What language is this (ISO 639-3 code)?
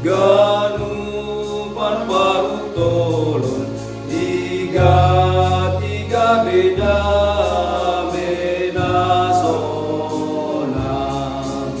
bts